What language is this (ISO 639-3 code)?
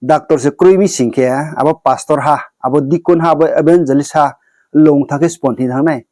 ria